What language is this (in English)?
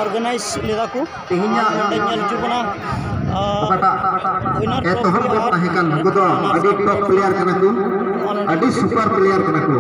Santali